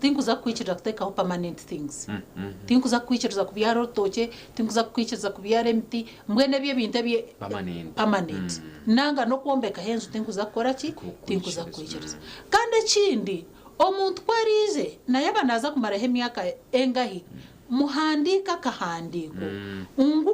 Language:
Nyankole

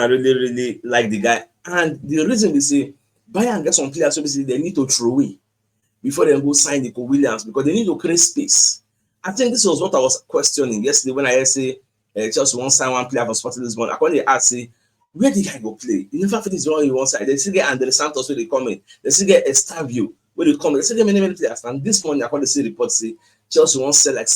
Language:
Nigerian Pidgin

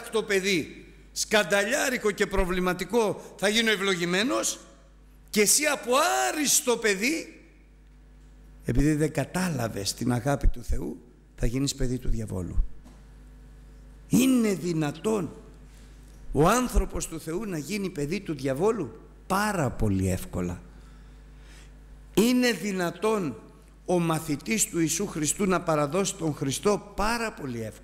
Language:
Greek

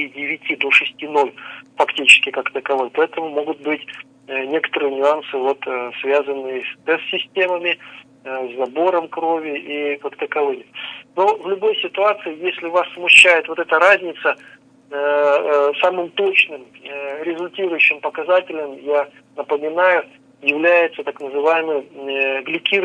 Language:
Russian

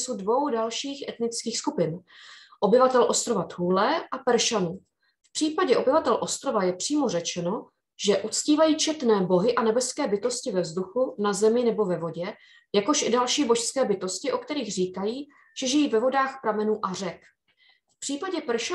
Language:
Czech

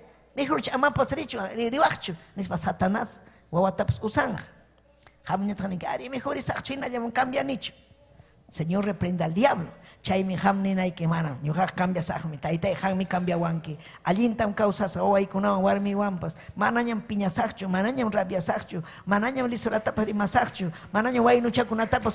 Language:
Ayacucho Quechua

